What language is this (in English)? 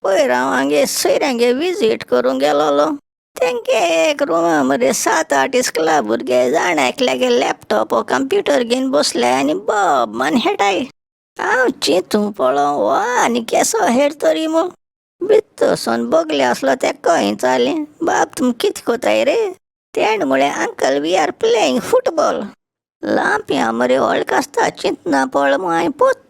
Konkani